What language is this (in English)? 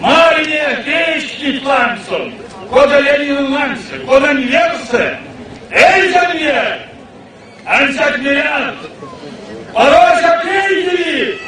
Erzya